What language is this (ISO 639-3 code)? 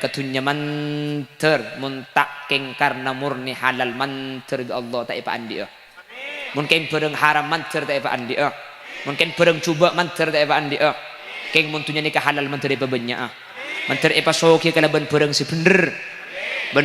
mad